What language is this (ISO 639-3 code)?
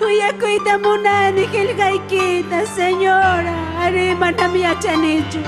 quy